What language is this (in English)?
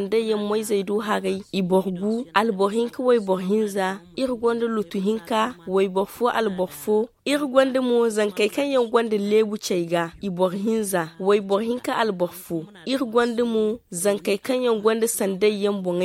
Zarma